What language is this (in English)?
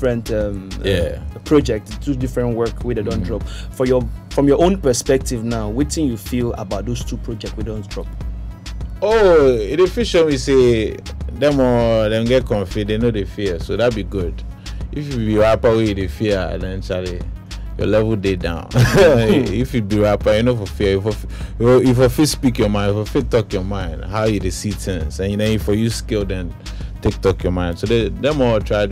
Nigerian Pidgin